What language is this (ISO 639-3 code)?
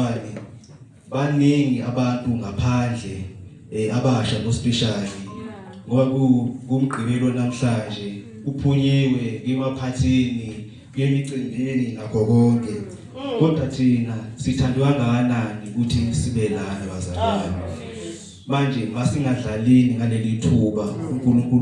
zul